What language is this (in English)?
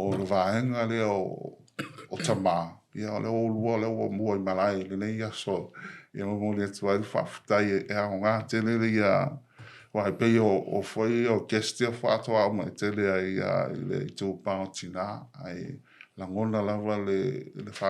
Samoan